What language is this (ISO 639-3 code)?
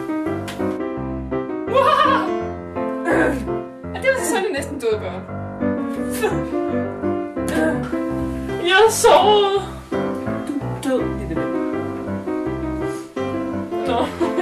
dan